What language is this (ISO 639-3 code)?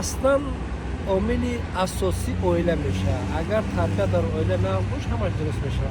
tgk